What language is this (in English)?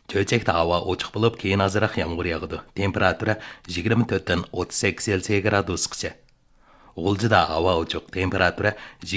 Uyghur